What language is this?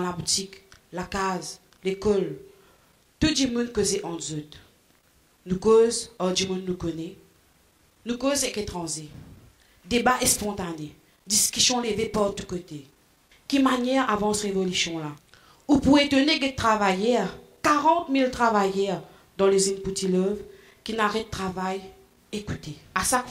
Morisyen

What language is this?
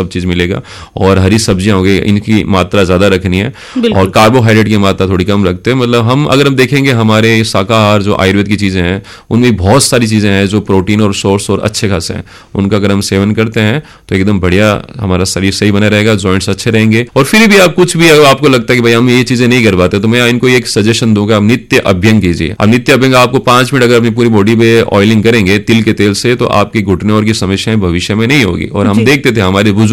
Hindi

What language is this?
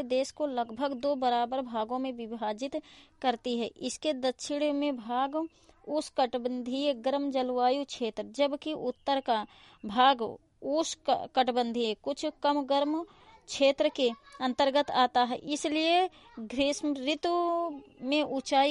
Hindi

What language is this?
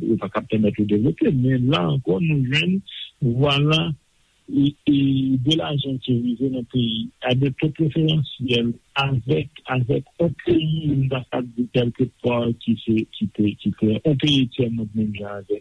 Haitian Creole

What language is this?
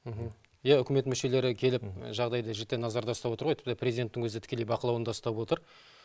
Kazakh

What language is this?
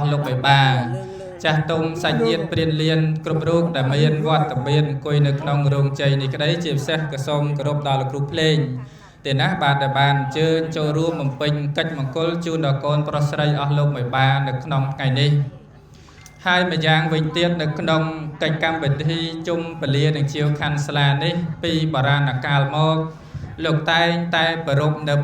Khmer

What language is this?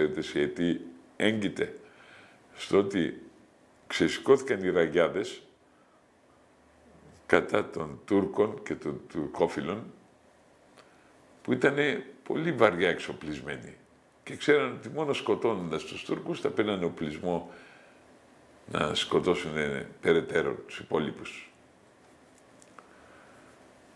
Greek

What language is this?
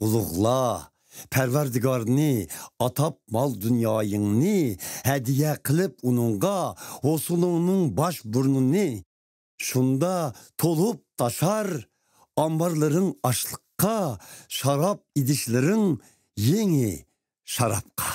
Uyghur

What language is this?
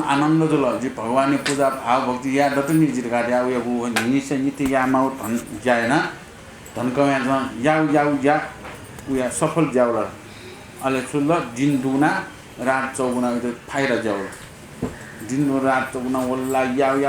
Newari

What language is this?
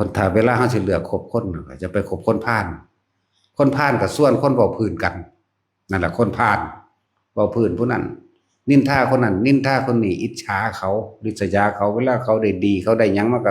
Northeastern Thai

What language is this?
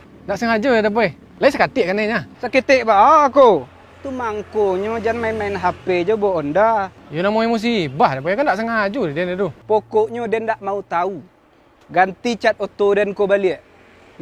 Minangkabau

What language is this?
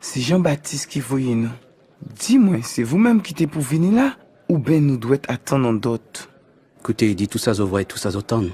Guadeloupean Creole French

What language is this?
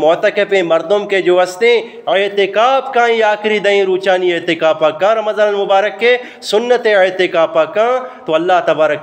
Eastern Balochi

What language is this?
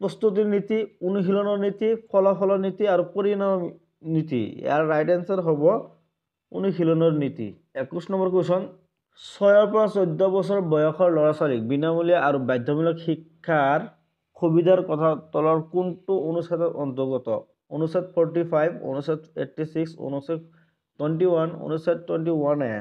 Assamese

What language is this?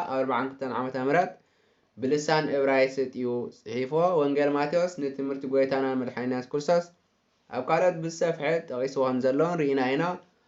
Tigrinya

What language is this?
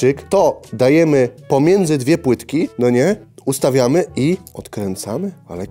Polish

